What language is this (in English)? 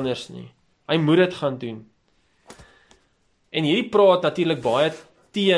Afrikaans